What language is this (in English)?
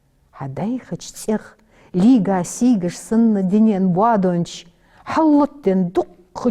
Ingush